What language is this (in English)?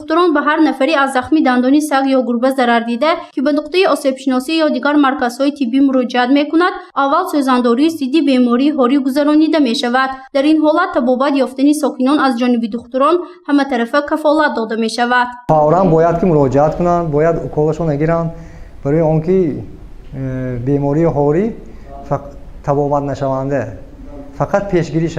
Tajik